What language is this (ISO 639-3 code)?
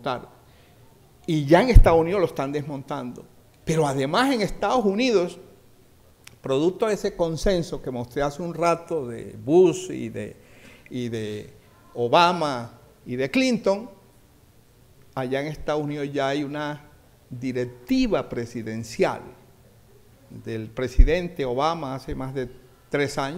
spa